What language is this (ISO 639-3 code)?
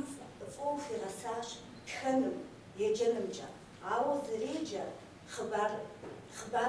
kbd